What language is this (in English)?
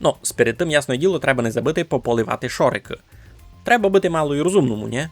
Rusyn